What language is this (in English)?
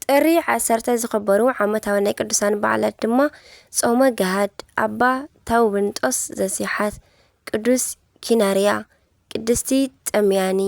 Tigrinya